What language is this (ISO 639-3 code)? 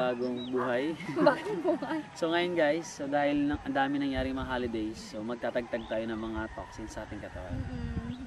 fil